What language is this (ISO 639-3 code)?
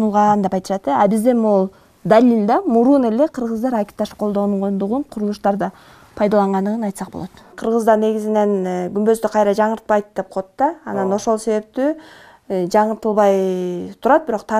kir